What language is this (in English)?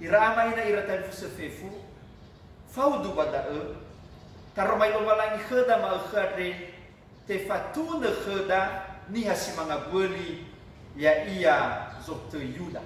Nias